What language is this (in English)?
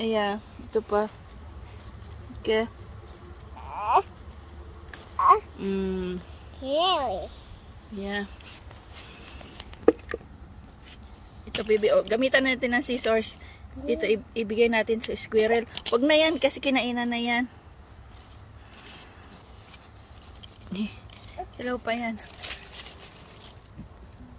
Filipino